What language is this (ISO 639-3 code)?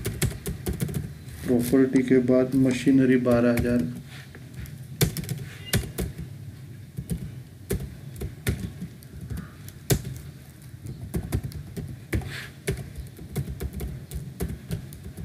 hin